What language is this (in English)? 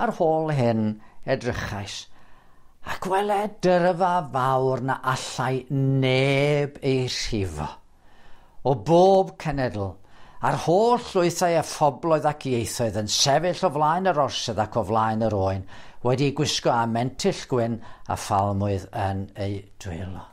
Welsh